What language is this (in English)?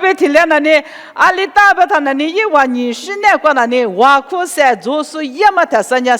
Lisu